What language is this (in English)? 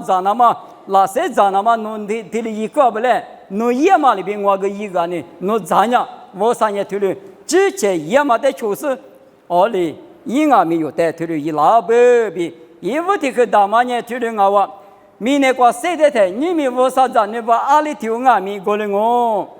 Lisu